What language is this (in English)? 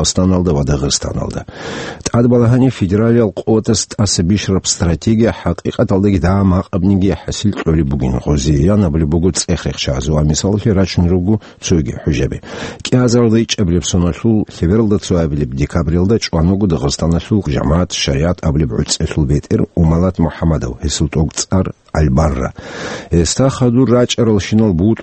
Avaric